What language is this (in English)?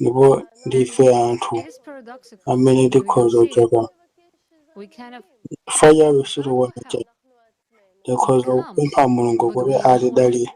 Nyanja